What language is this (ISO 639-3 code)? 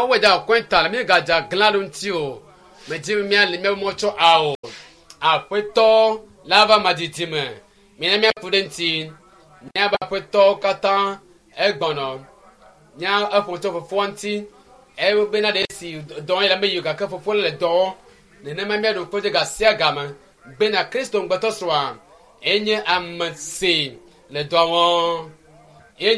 ewe